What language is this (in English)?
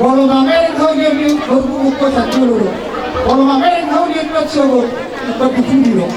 Batak Toba